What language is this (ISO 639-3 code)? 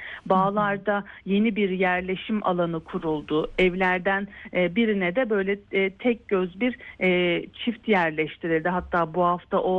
tur